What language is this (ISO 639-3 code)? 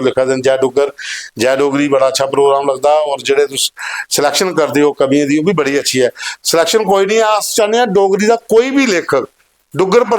doi